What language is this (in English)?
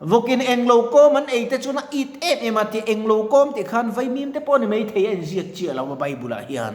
Mizo